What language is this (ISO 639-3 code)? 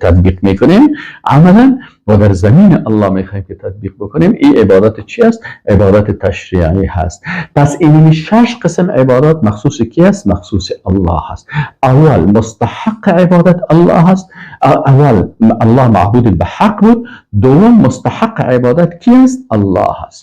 fas